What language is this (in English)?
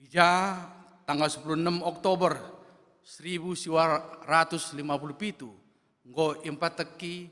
Batak Karo